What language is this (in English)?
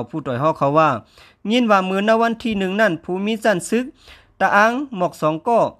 Shan